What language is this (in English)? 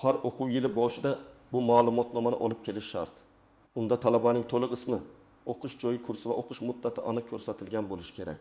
Uzbek